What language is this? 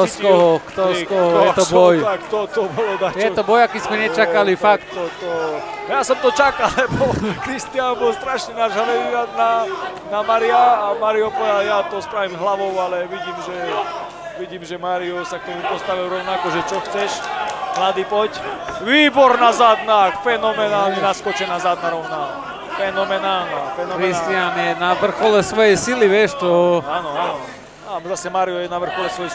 Slovak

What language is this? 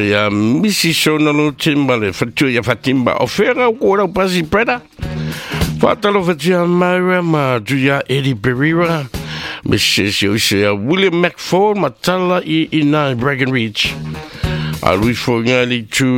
Samoan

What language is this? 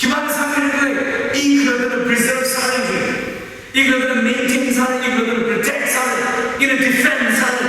Tangkhul Naga (India)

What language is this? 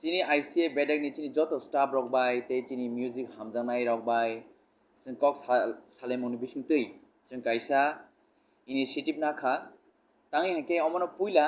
Kok Borok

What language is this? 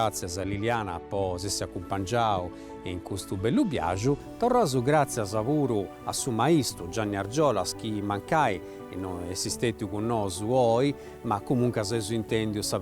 Sardinian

